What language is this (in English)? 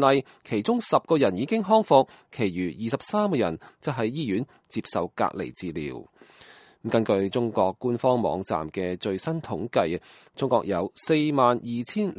Cantonese